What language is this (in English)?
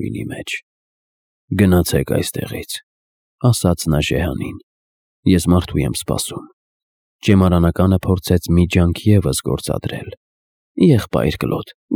Armenian